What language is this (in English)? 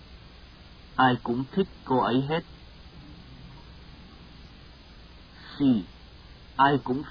Vietnamese